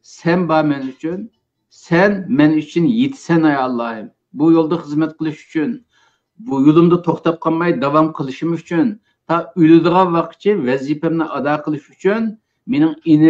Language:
Uyghur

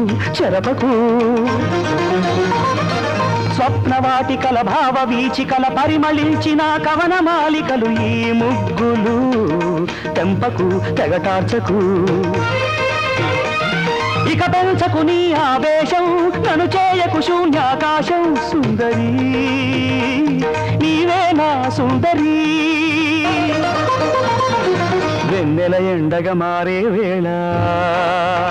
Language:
Telugu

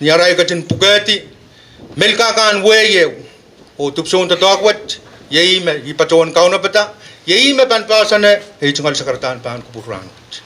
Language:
Pohnpeian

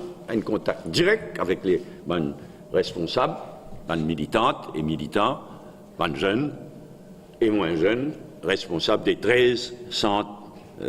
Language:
Morisyen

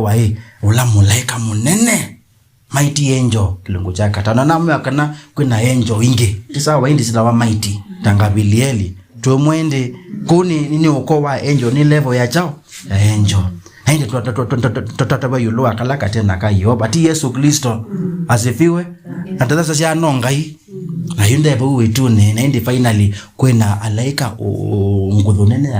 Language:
Kamba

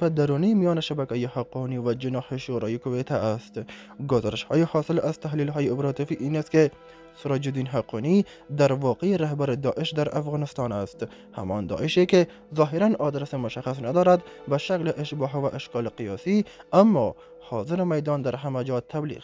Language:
Persian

